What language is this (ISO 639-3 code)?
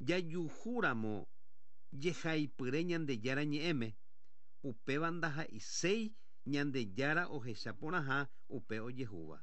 grn